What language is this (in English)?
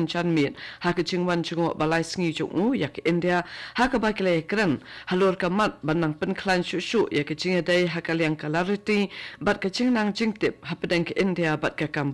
Khasi